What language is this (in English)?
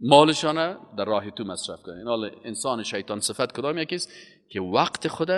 Persian